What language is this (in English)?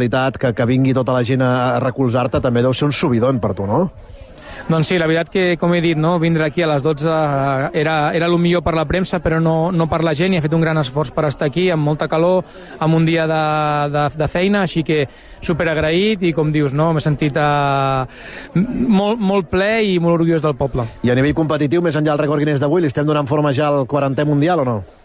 Catalan